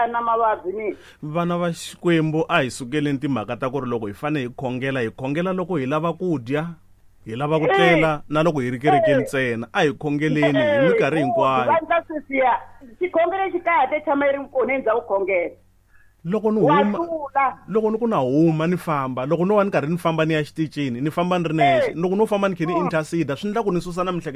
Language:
Tsonga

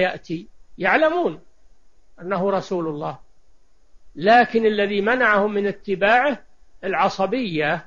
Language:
Arabic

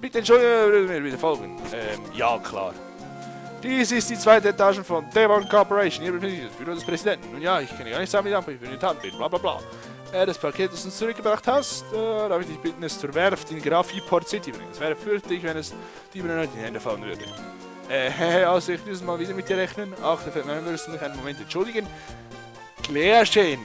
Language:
Swiss German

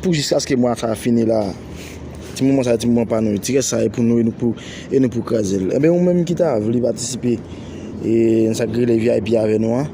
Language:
Haitian Creole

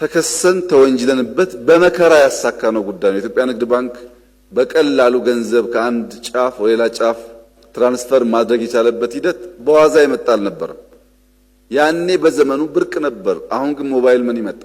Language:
Amharic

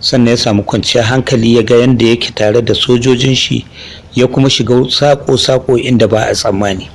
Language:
Hausa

